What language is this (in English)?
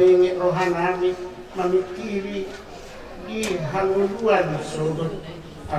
Batak Toba